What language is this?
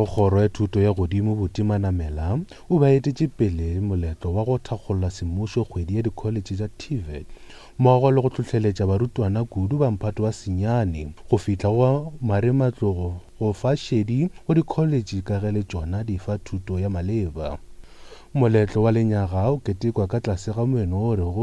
Northern Sotho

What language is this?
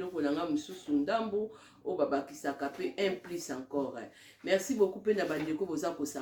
Lingala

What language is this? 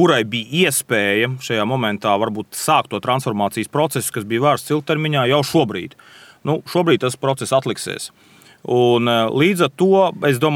Latvian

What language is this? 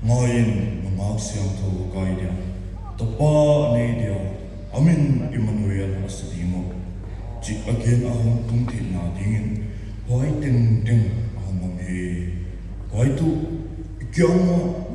Paite Chin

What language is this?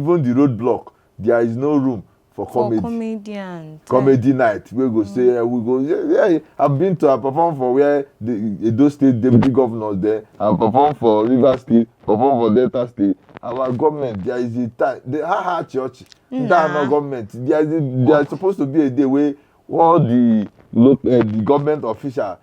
Igbo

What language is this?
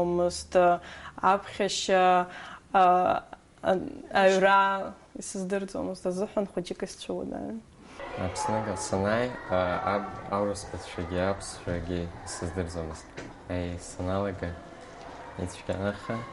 Abkhazian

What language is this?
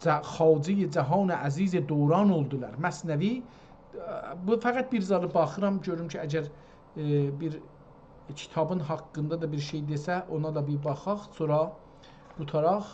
South Azerbaijani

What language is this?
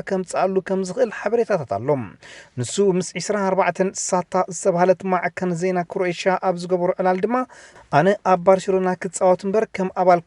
Tigrinya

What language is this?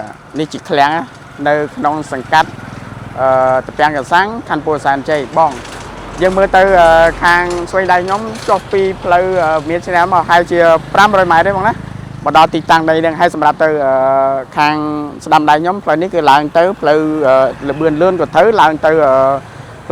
Khmer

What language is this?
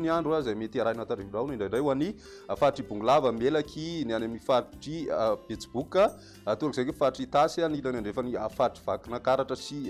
Malagasy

